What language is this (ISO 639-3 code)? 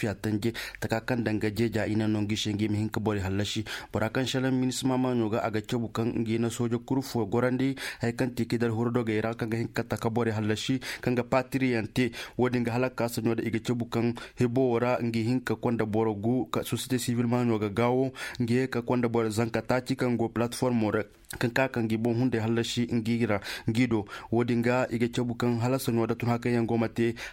dje